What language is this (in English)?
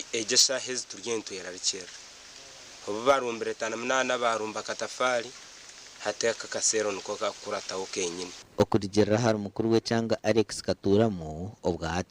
Nyankole